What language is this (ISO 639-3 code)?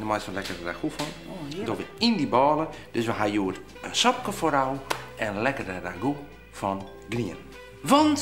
fry